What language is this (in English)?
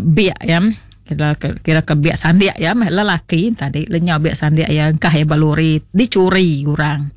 Iban